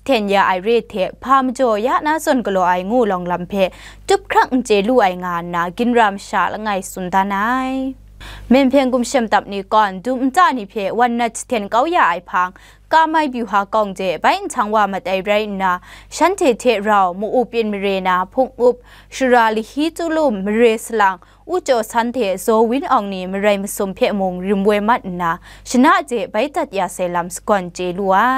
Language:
Kachin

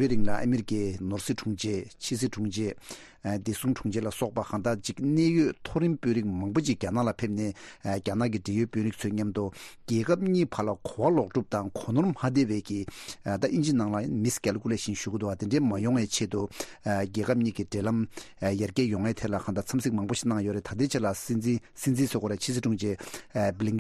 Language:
Tibetan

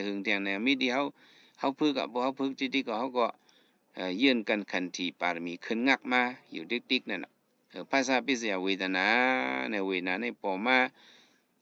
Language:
Shan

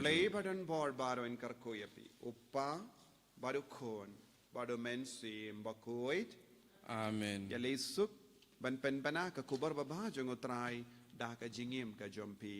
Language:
Khasi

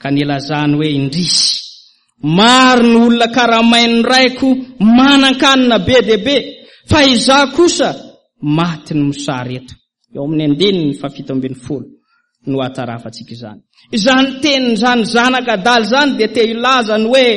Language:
Malagasy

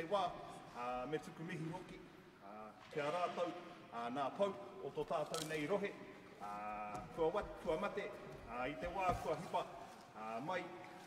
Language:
Māori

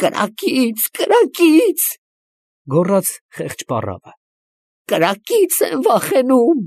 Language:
Armenian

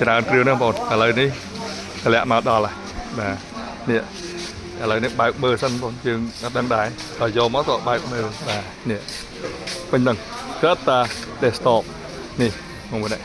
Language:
Khmer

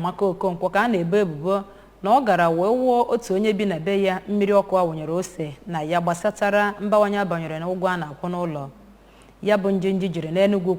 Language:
Igbo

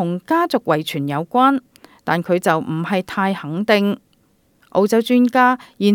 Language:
Cantonese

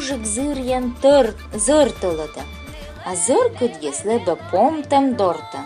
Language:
Komi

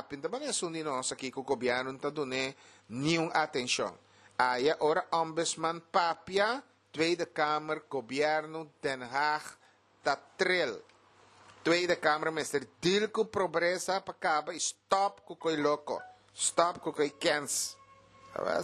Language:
Papiamento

